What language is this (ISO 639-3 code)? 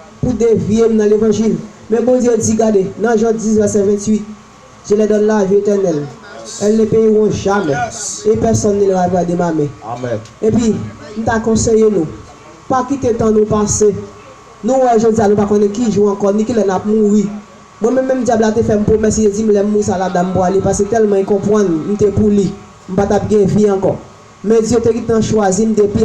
hat